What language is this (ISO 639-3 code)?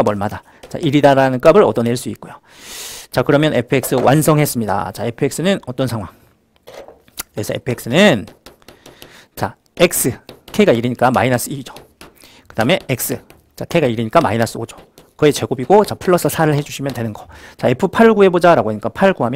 kor